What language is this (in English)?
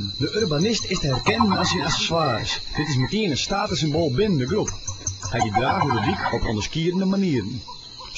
Western Frisian